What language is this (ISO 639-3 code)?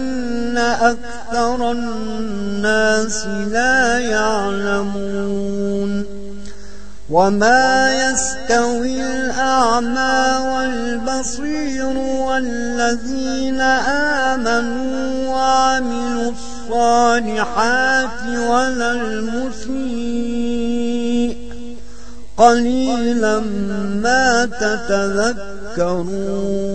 ara